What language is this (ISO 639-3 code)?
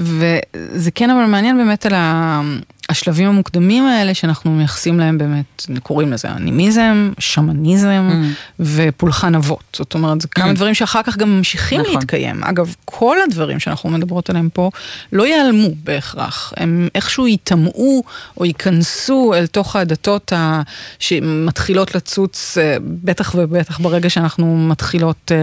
heb